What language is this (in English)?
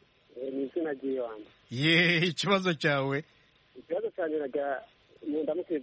Kinyarwanda